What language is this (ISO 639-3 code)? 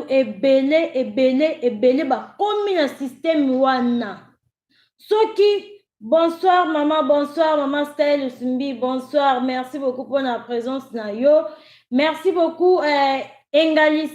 lin